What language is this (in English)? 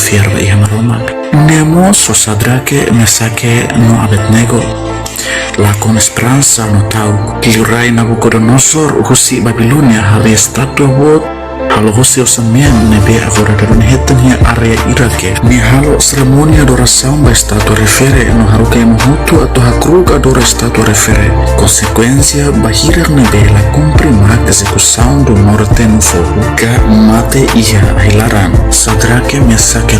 Tetum